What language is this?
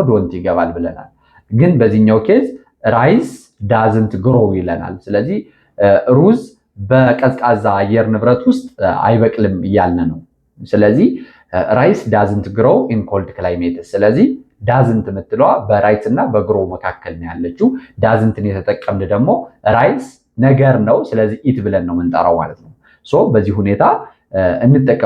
Amharic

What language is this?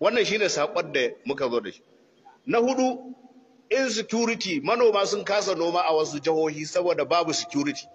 Hausa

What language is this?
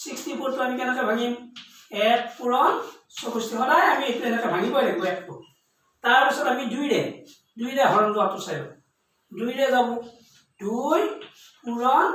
Assamese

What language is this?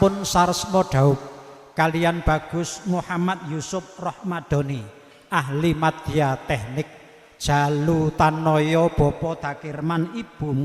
Javanese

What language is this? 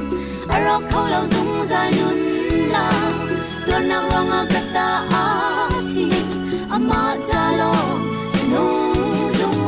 Hakha Chin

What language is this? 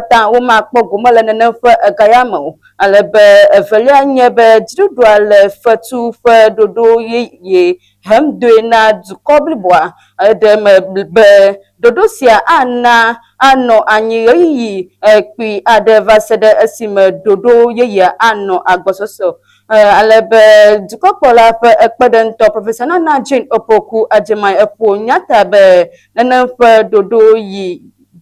Ewe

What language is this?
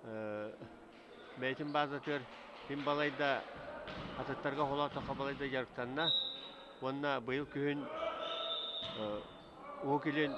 Yakut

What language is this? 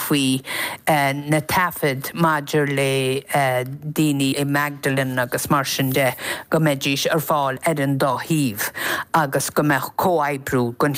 Irish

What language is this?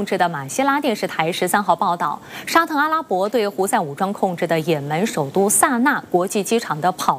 Chinese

